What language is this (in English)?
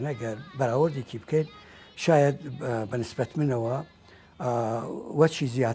Central Kurdish